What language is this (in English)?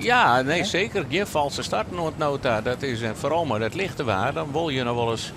Western Frisian